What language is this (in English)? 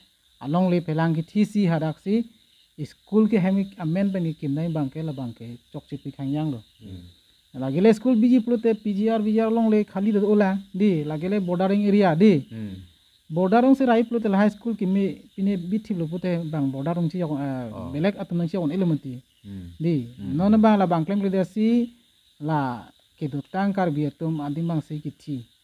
Karbi